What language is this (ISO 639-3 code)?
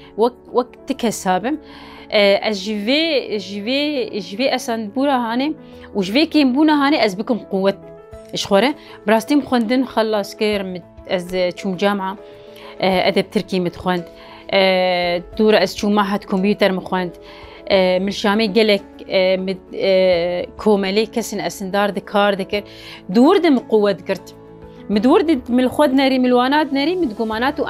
kur